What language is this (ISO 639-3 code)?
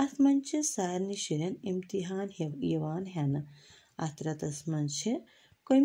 kas